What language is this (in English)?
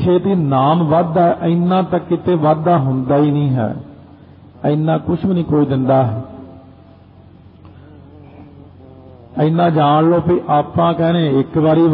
Punjabi